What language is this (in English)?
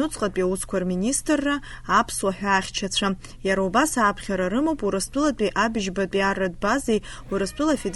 Abkhazian